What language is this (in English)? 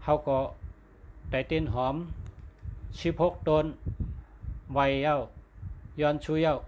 Shan